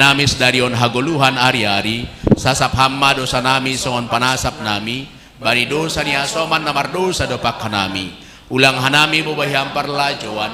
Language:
Batak Simalungun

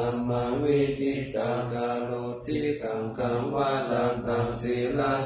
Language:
Pali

